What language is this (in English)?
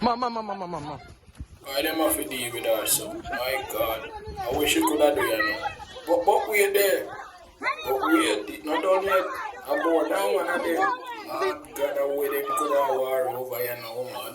Jamaican Creole English